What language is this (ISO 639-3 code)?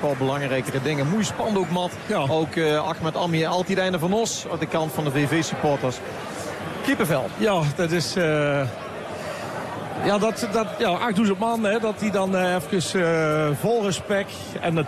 nld